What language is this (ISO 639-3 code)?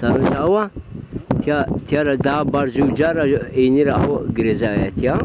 zza